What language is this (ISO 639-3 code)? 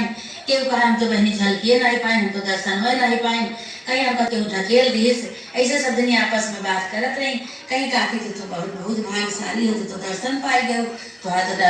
awa